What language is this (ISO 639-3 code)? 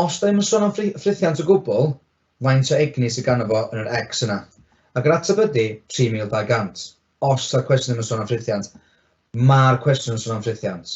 cym